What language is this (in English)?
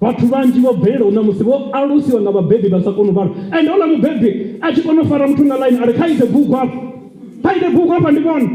Venda